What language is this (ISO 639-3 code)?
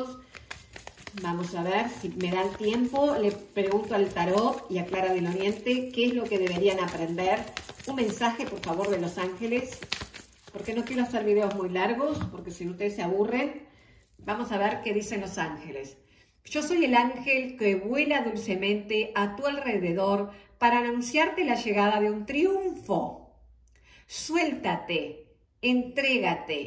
spa